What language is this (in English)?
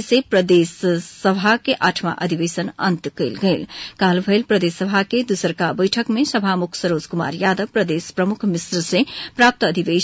Bhojpuri